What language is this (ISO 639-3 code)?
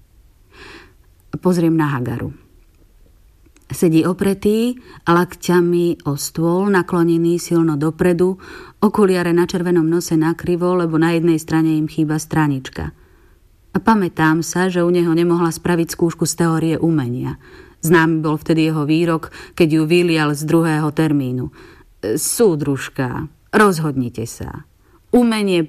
slk